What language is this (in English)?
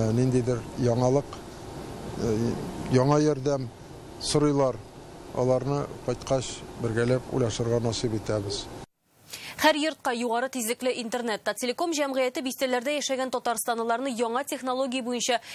Tatar